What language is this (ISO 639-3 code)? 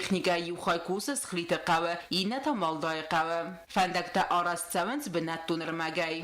oss